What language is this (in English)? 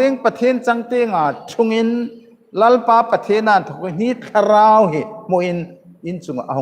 Hmar